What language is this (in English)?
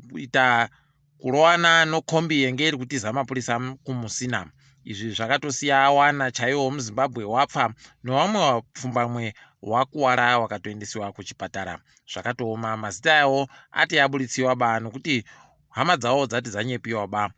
Ndau